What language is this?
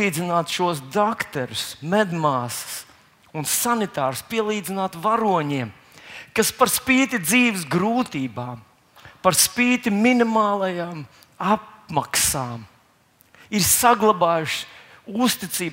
Latvian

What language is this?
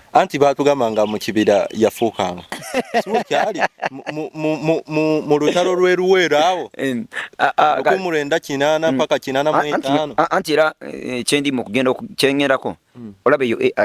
Ganda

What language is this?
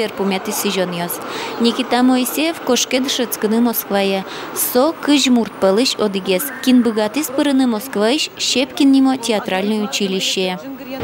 Udmurt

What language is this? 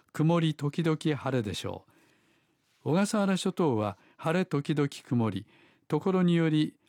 Japanese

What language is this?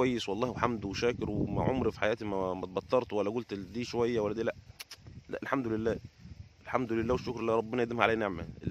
Egyptian Arabic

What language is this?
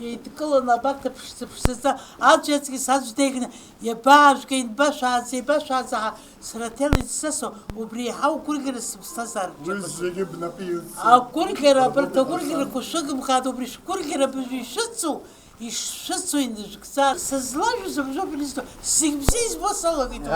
Abkhazian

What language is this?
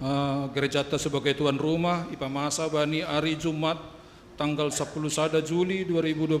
Batak Simalungun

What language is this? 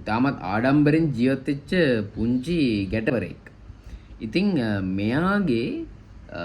Sinhala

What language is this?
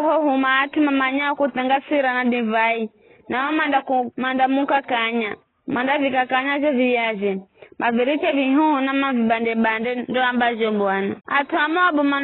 Giryama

